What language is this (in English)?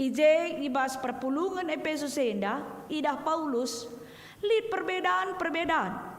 Batak Karo